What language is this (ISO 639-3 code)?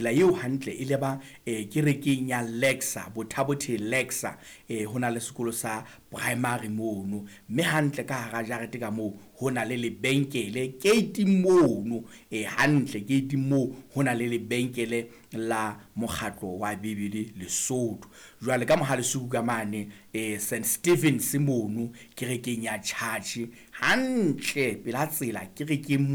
sot